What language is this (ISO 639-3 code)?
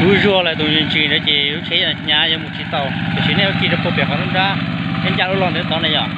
hmn